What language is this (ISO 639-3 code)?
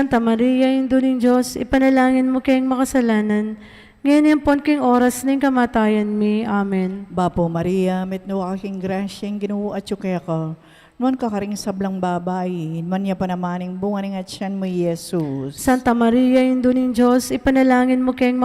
pam